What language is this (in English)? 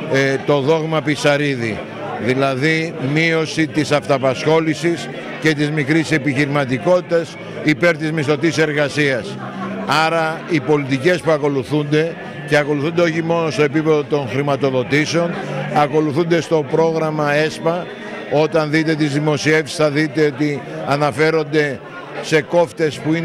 Greek